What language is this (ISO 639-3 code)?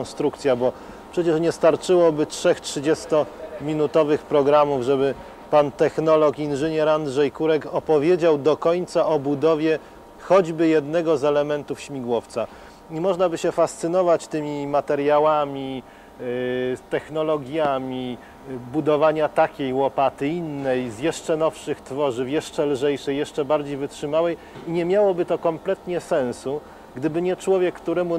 pol